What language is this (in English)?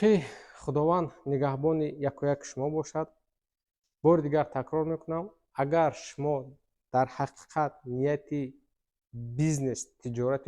Tajik